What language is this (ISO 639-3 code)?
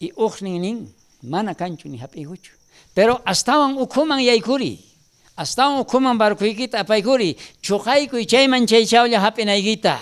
quh